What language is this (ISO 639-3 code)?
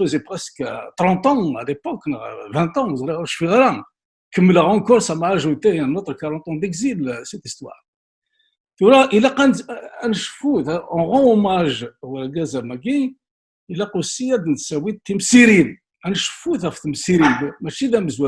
kab